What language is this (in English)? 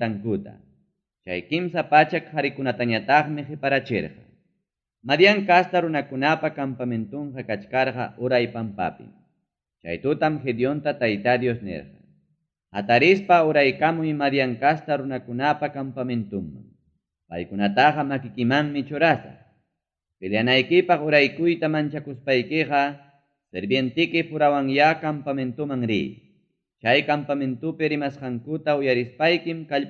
Ayacucho Quechua